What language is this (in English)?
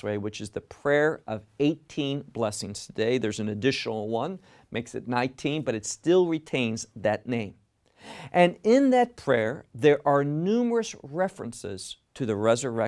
English